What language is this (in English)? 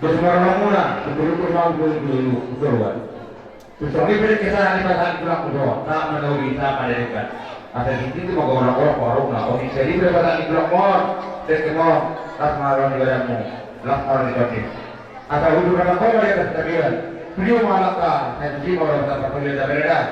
Batak Toba